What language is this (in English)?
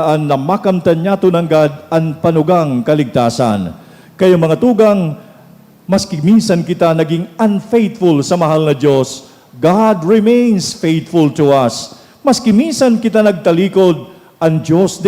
Bikol